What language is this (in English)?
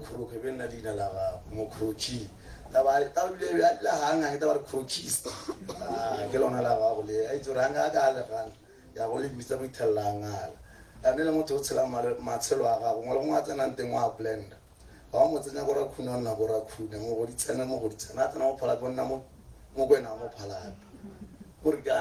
Tswana